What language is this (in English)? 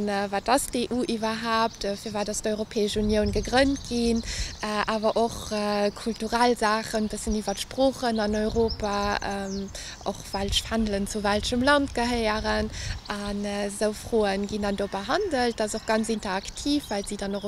Luxembourgish